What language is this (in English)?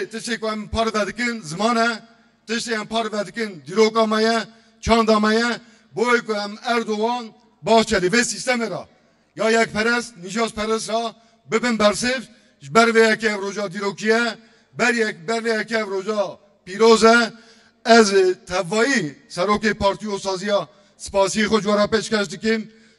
Kurdish